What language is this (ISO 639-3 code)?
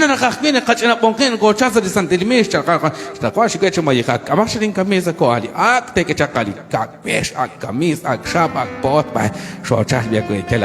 kek